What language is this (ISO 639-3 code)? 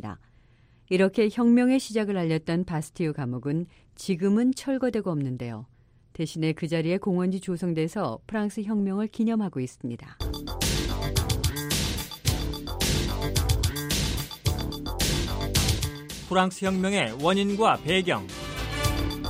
kor